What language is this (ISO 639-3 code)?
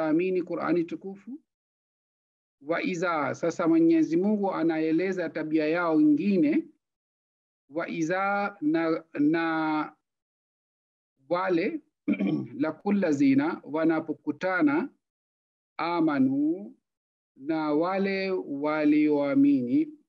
swa